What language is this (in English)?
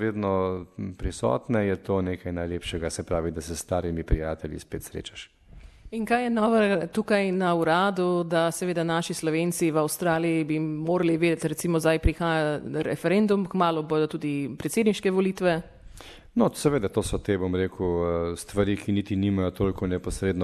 Slovenian